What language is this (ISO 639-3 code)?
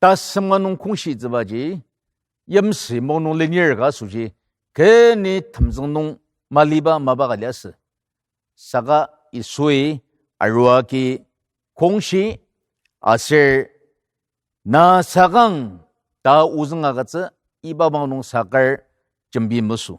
njo